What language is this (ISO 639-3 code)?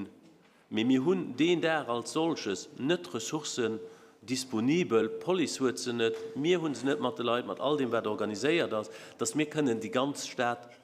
ltz